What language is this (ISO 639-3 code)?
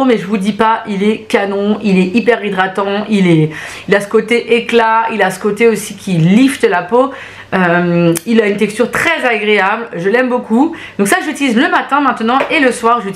fra